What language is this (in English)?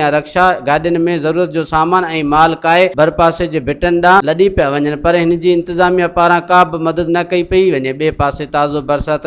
Sindhi